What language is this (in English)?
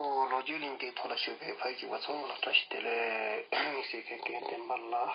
Tibetan